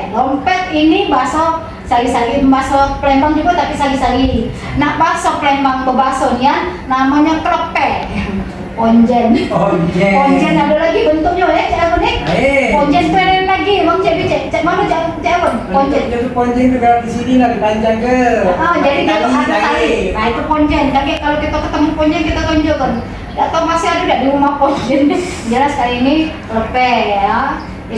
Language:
Musi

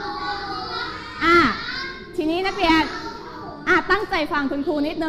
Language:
Thai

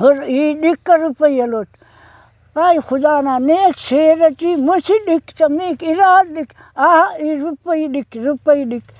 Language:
Brahui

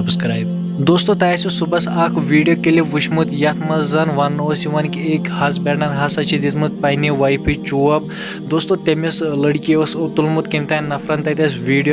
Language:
Kashmiri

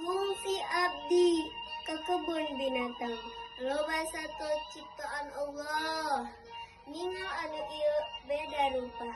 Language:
Sundanese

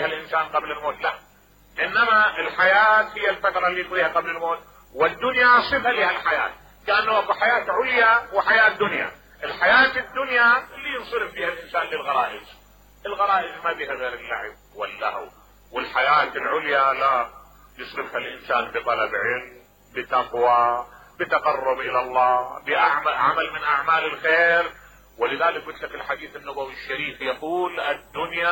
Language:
Mesopotamian Arabic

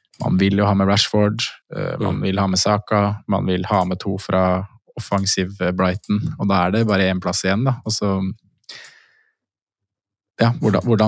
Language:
Norwegian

